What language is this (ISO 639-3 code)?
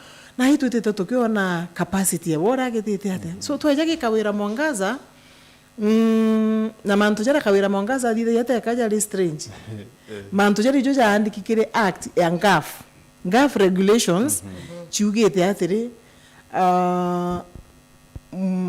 mer